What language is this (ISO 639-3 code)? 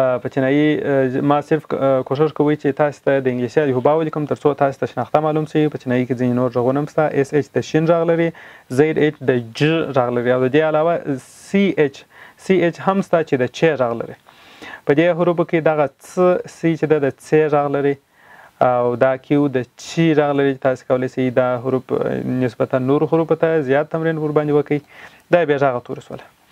pus